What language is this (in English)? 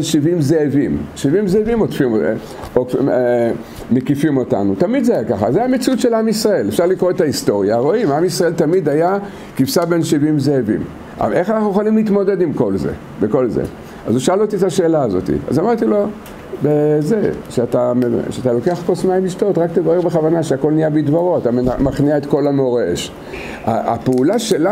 Hebrew